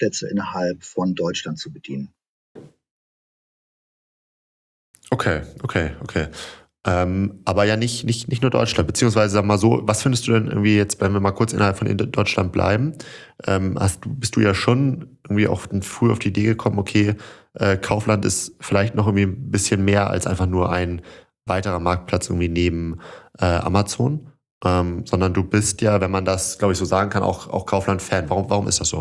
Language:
German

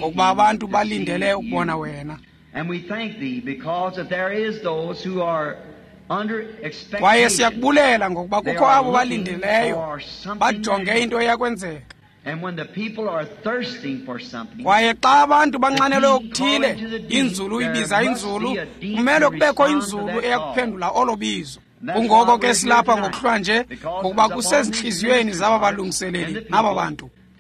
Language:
Xhosa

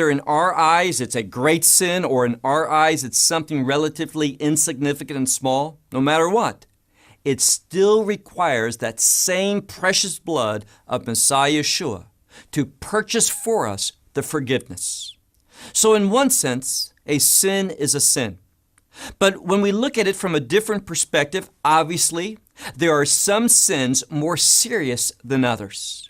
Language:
English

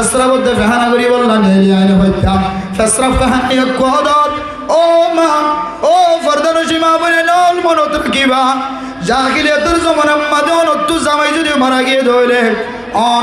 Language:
Rohingya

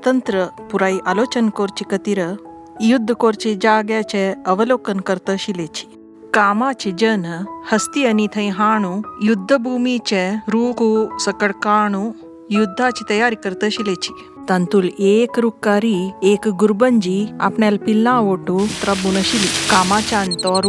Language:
Konkani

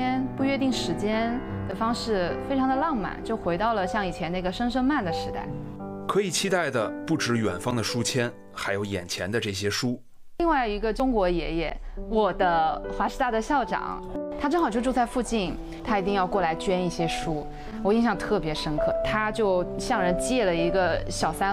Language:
Chinese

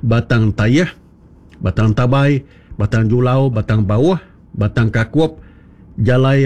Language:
Iban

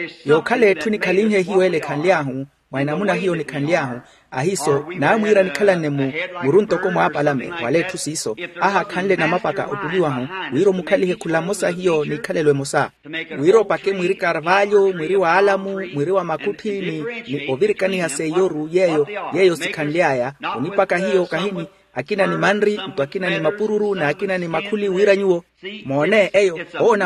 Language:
Makhuwa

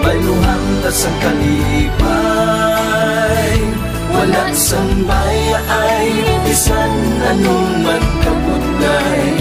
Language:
Hiligaynon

